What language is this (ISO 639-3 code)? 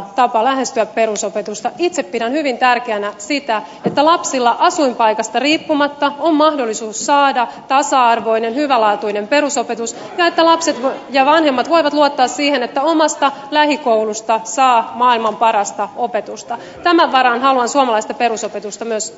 fin